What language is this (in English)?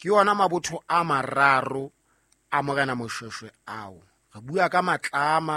Southern Sotho